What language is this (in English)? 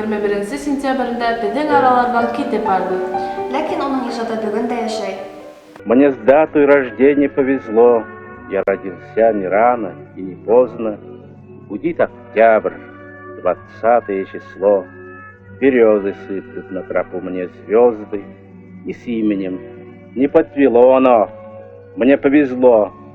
Bashkir